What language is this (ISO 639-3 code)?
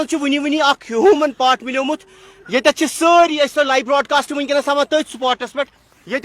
kas